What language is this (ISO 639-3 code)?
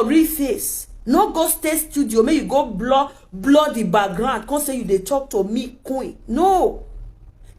pcm